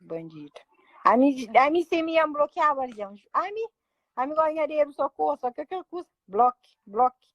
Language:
Kabuverdianu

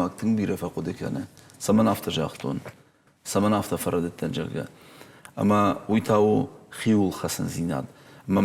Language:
Ossetic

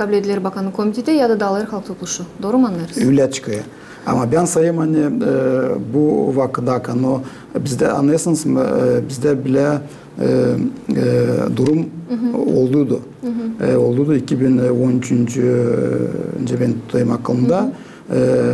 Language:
Gagauz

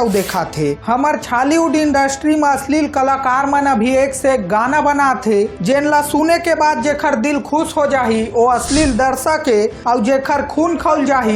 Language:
Chhattisgarhi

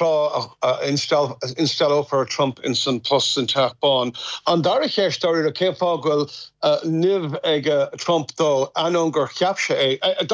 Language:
Irish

